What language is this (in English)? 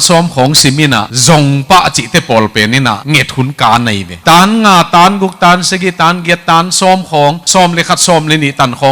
Tedim Chin